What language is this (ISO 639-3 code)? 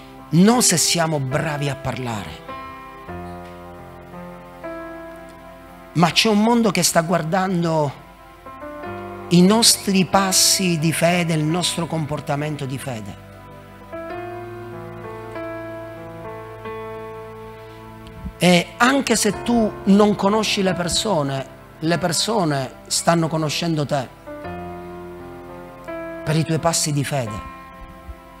ita